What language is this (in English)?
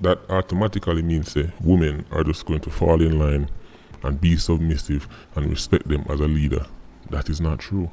Jamaican Creole English